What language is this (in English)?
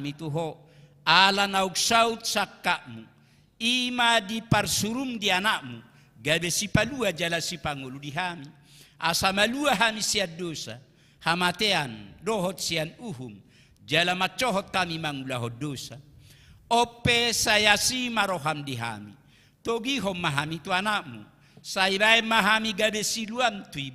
Batak Toba